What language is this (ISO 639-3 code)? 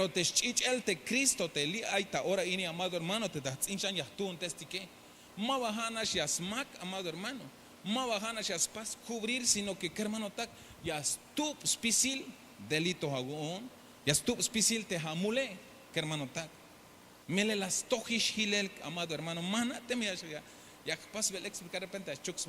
tzh